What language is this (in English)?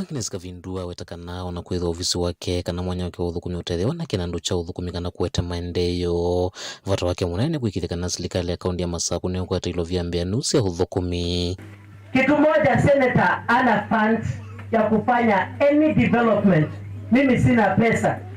Kamba